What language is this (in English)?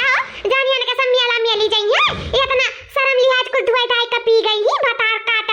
Awadhi